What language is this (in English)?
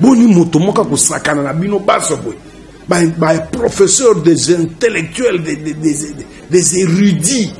Lingala